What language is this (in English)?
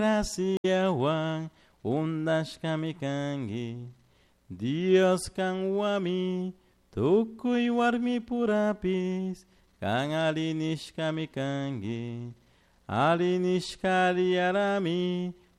Chimborazo Highland Quichua